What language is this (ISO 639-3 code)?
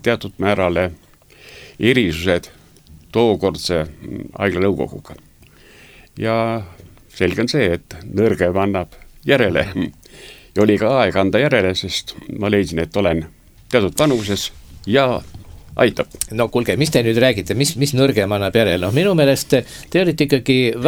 est